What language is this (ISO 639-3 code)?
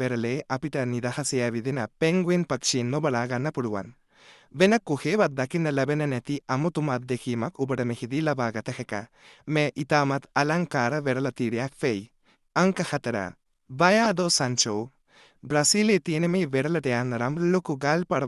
sin